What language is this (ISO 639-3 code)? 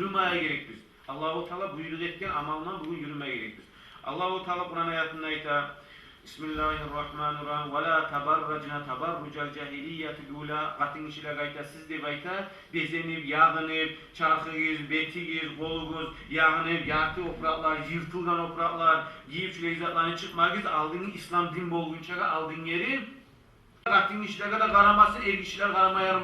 kum